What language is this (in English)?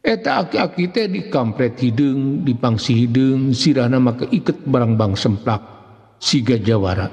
Sundanese